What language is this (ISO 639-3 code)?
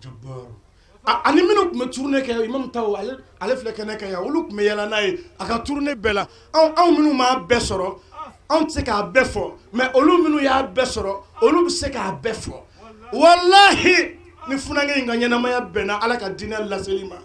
bam